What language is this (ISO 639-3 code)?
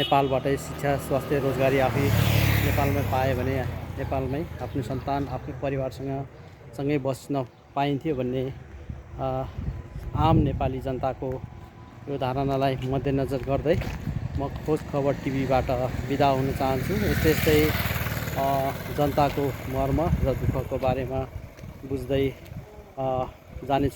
nep